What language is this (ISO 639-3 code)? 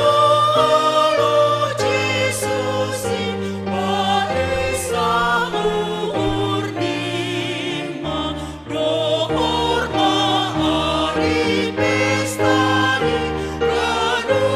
bts